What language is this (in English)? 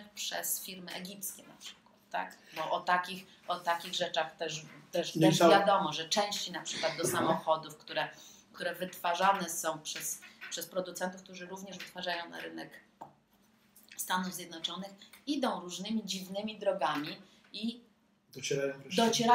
Polish